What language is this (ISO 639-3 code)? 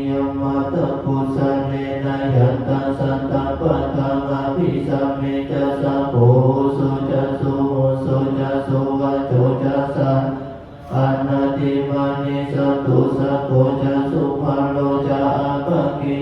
pli